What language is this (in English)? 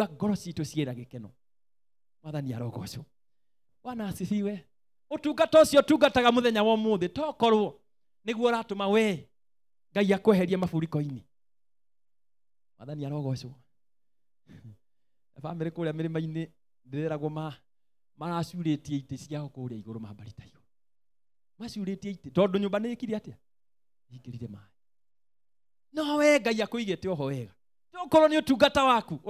Kikuyu